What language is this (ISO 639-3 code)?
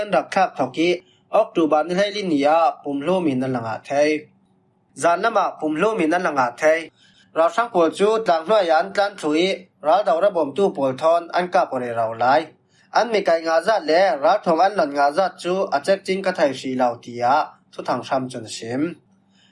cfm